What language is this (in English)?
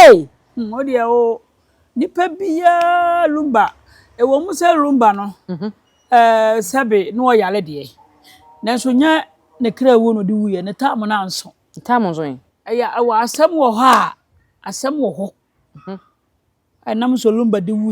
Akan